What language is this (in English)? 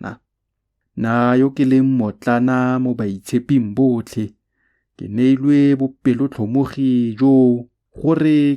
Tswana